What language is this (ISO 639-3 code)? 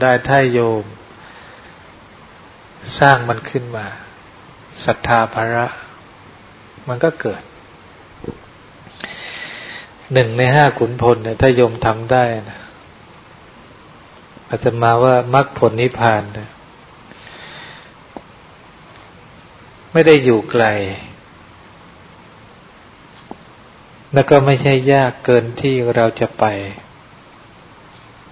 tha